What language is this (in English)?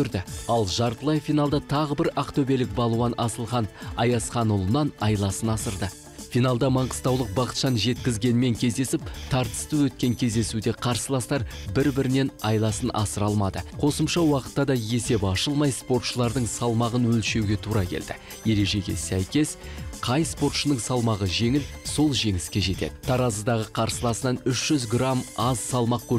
Kazakh